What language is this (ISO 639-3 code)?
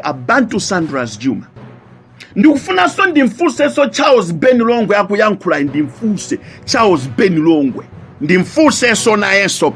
nya